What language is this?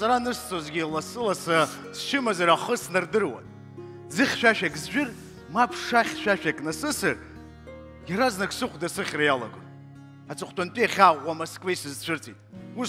Abkhazian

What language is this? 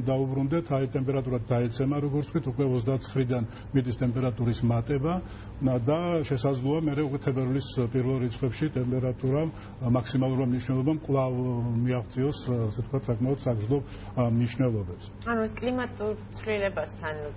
Georgian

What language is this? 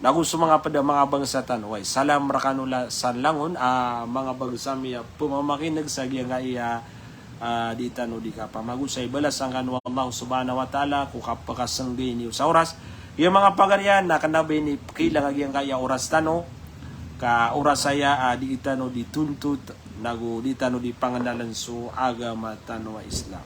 Maranao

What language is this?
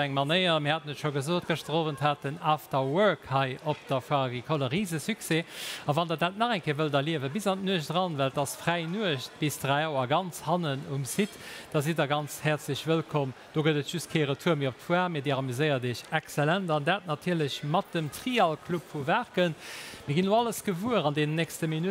Luxembourgish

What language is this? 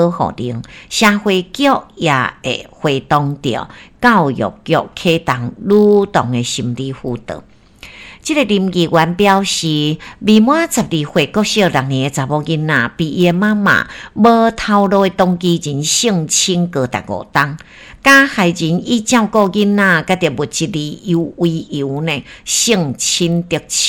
Min Nan Chinese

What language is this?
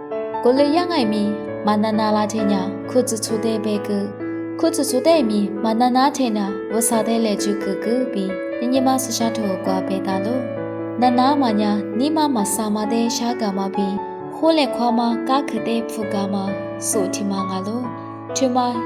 Lisu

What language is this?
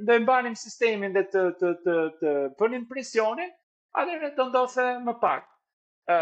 Albanian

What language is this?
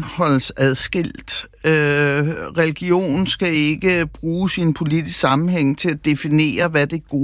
Danish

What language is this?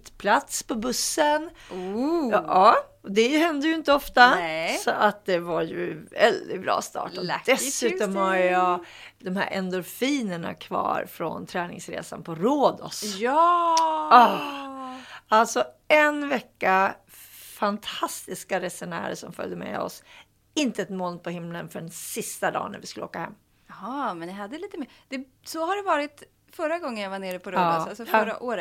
Swedish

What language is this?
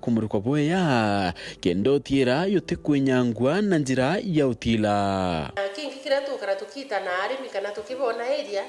Meru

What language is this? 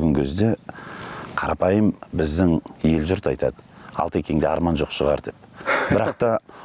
Kazakh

